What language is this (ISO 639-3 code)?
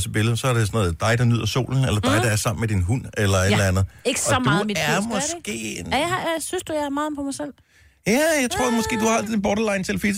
dan